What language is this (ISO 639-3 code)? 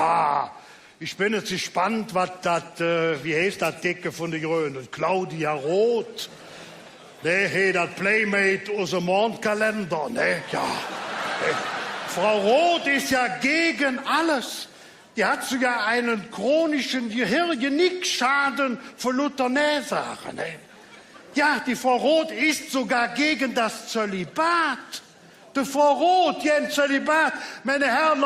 ksh